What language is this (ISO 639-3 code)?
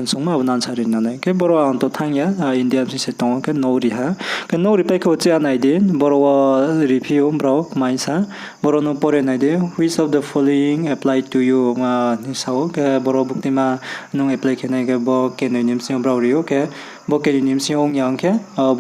ria